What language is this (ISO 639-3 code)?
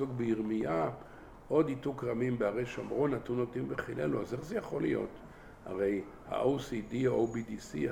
heb